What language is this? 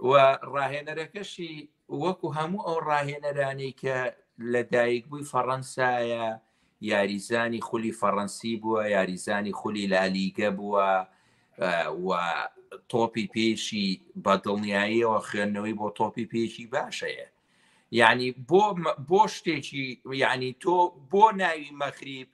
Central Kurdish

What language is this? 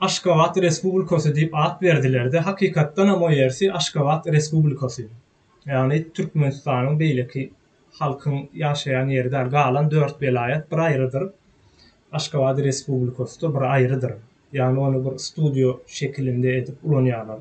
Turkmen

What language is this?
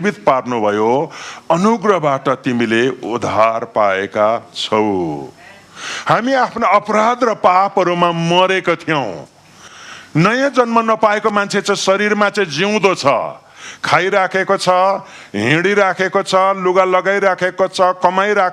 Nepali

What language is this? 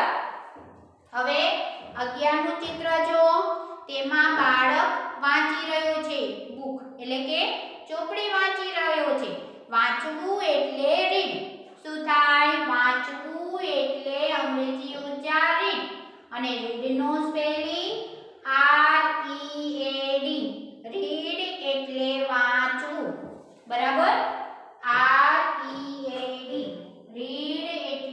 Gujarati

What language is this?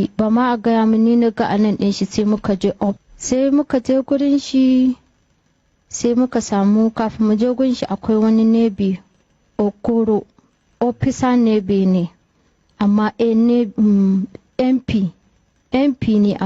Hausa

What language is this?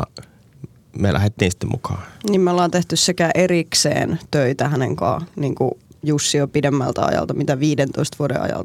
Finnish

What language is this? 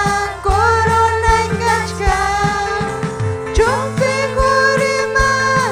Ayacucho Quechua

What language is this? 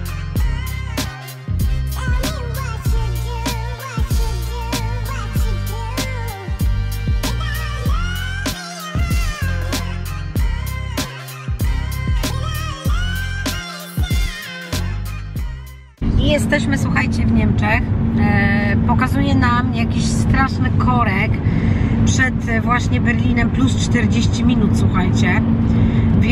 Polish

